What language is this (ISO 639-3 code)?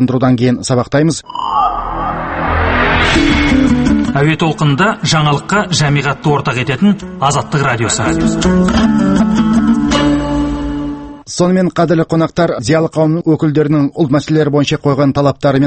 kaz